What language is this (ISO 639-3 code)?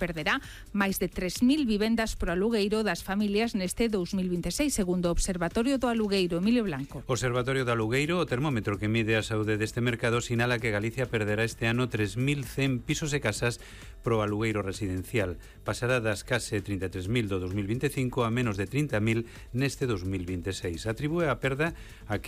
glg